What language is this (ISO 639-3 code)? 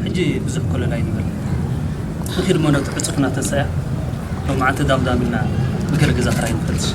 tir